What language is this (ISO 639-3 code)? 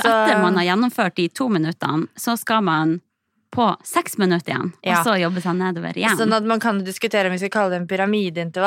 nor